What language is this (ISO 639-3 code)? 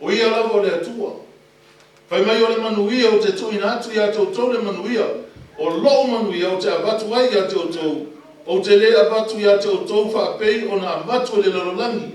smo